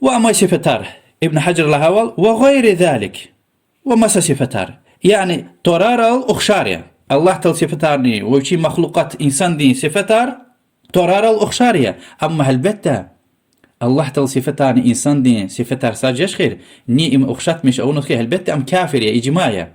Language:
Lezghian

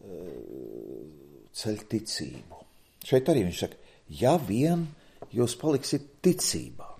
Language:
Latvian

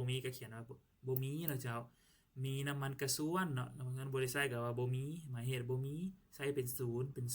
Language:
Lao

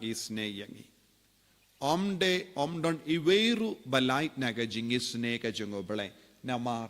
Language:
Khasi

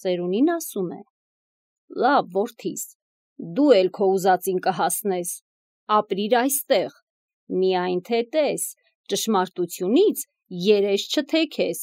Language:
Armenian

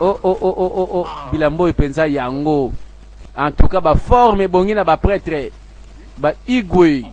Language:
Lingala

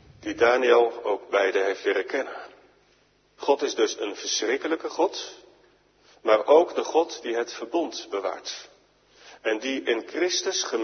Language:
Dutch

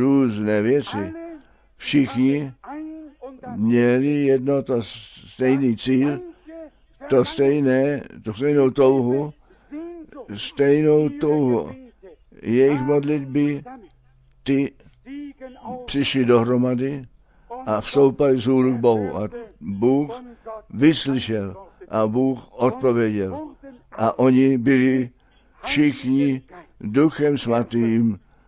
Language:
Czech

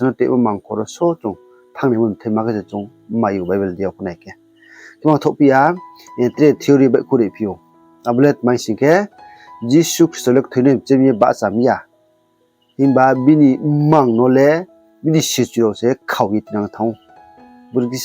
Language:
Riang (India)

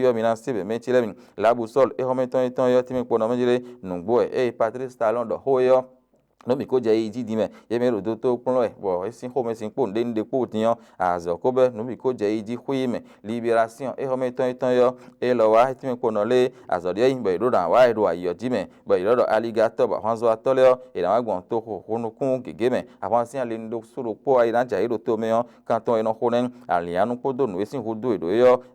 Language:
Fon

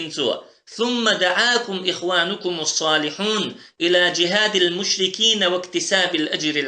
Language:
Chechen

